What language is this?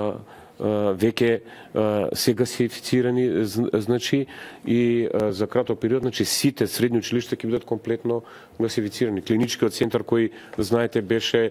Macedonian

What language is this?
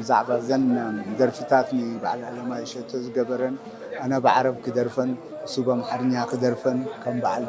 Tigrinya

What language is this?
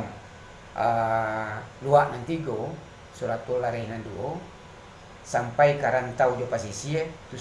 Minangkabau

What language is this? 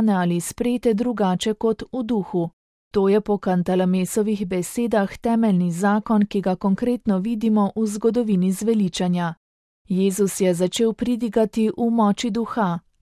Slovenian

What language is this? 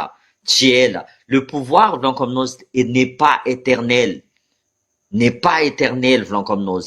Malagasy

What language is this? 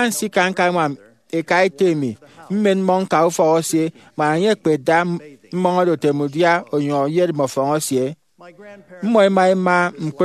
Efik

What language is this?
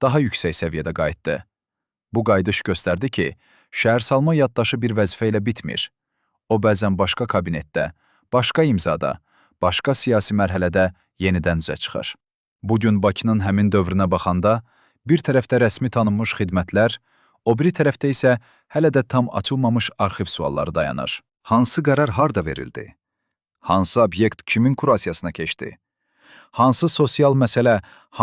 Azerbaijani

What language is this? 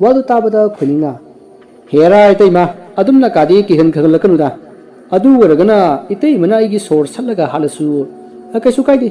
Manipuri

